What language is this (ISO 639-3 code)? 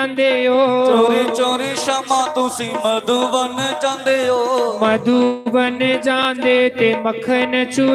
doi